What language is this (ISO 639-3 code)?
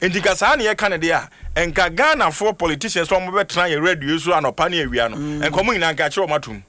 aka